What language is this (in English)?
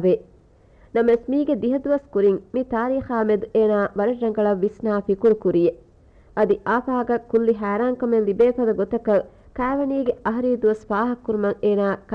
Divehi